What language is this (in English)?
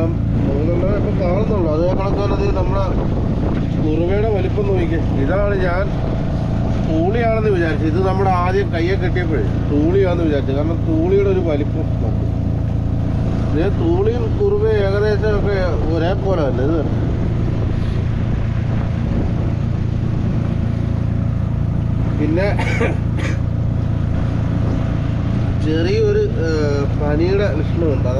Malayalam